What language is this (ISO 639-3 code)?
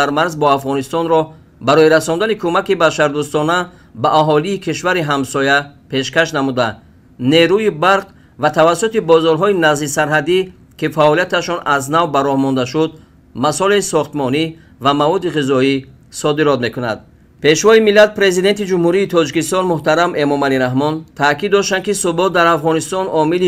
tgk